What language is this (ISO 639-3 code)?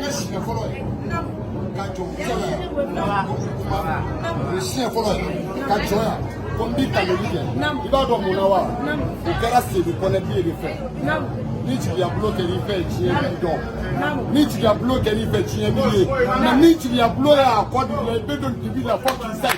bam